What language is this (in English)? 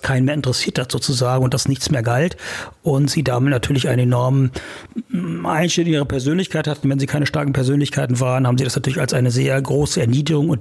German